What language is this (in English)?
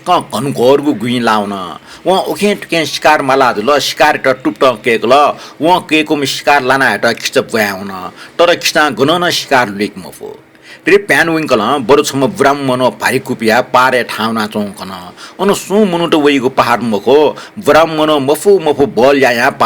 Newari